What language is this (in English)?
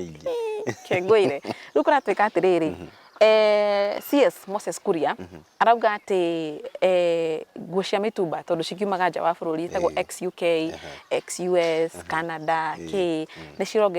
Kikuyu